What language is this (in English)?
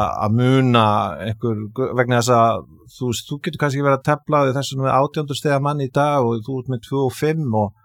Icelandic